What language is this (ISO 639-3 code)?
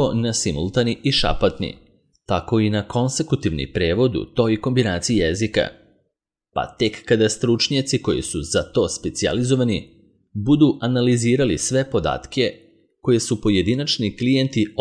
srp